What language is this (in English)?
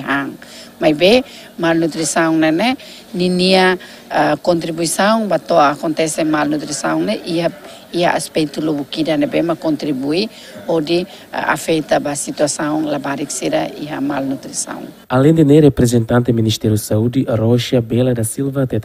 Tetum